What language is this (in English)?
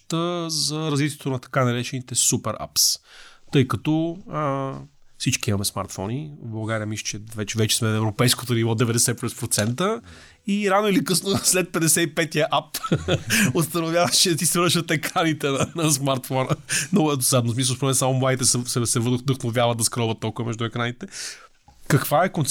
Bulgarian